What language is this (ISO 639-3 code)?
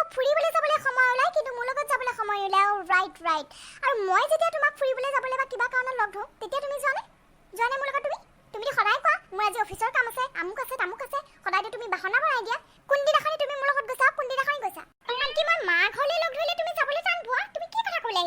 asm